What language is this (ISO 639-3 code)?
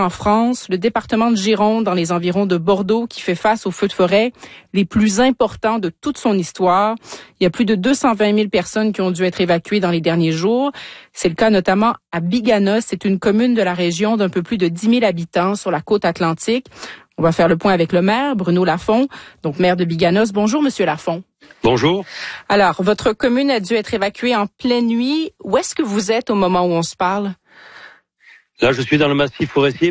fra